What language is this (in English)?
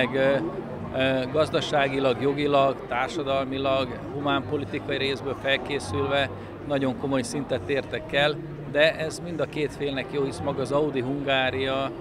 Hungarian